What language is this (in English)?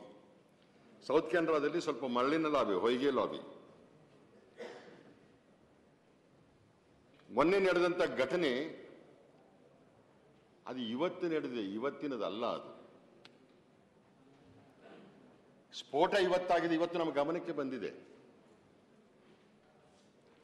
Kannada